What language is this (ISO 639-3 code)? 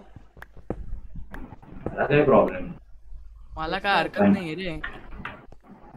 mar